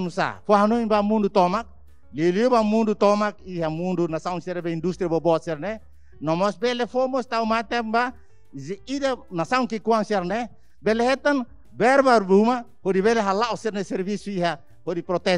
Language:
Tetum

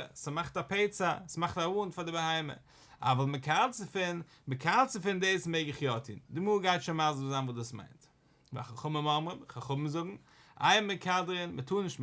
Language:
Yiddish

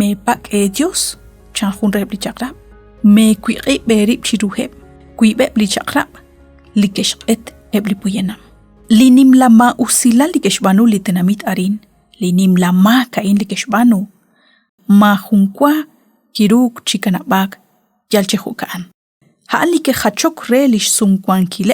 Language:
Kekchí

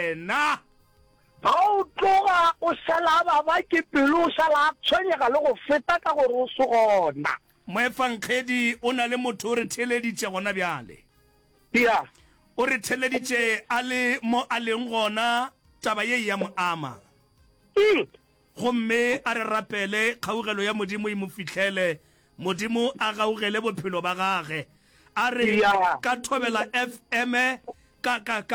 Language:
Northern Sotho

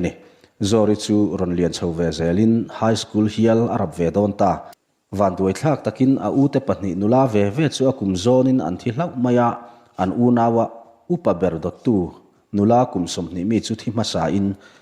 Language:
Mizo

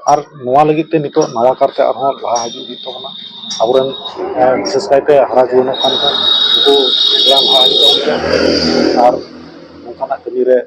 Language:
Santali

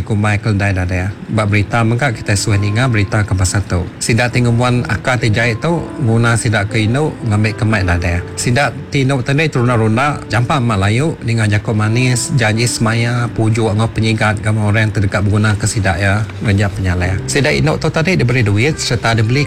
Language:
Iban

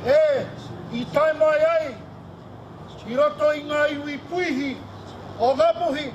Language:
Māori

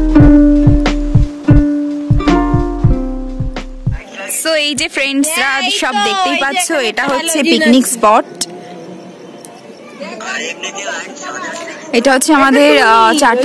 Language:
Bangla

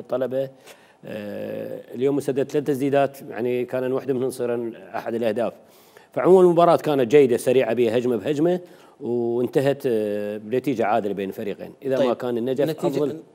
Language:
Mesopotamian Arabic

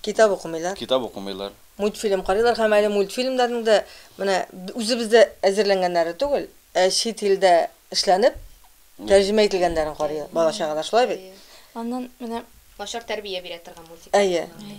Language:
Tatar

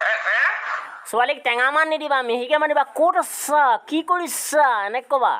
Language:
Assamese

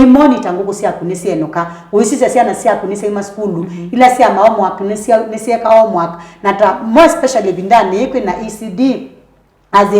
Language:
Kamba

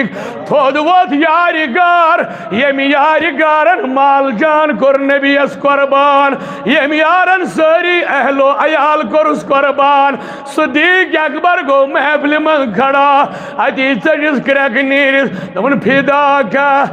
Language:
Kashmiri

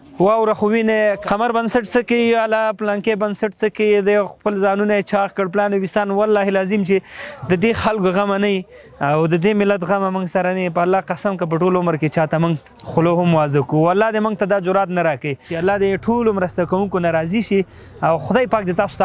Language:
Pashto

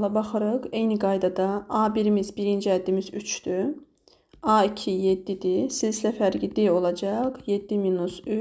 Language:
Azerbaijani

